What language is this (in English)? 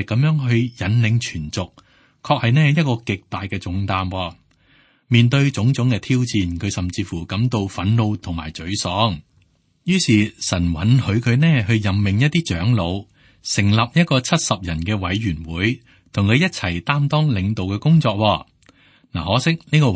Cantonese